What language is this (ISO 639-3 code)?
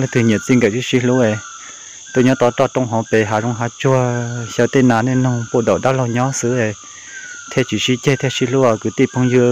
hmn